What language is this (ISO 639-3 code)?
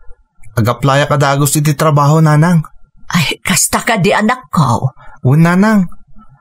ilo